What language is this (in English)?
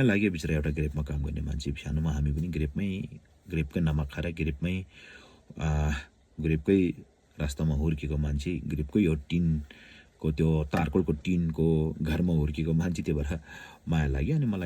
Nepali